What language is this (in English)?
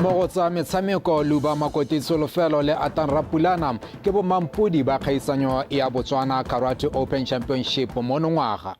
Tswana